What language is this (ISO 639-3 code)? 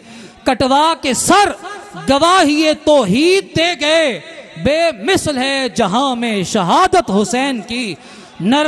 urd